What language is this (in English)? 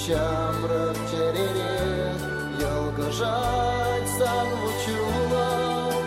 Chuvash